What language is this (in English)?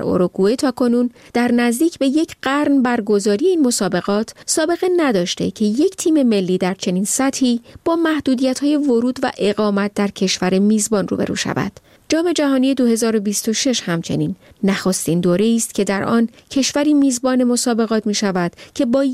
Persian